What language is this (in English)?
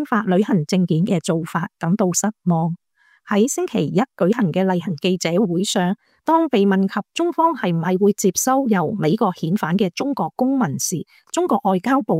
Cantonese